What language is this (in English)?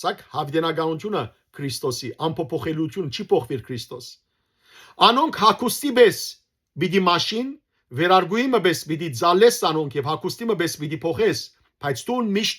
Western Armenian